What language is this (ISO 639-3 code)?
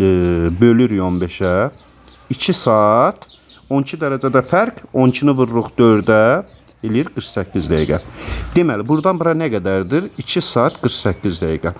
aze